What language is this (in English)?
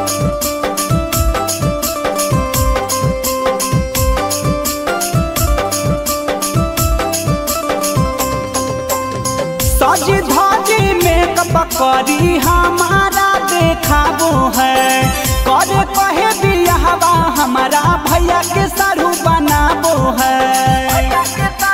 Bhojpuri